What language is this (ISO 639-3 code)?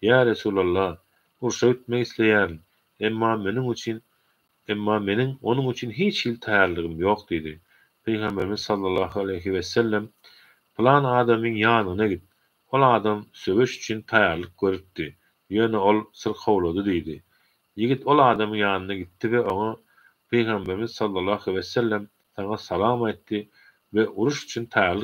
tuk